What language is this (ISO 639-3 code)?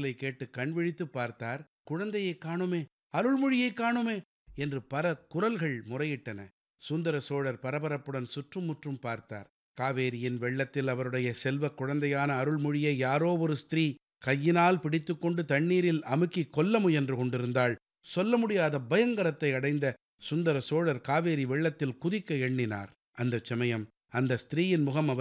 tam